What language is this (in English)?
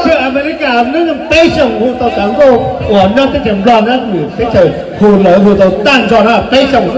Hmong